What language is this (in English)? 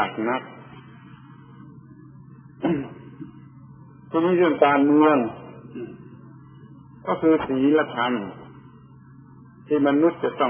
Thai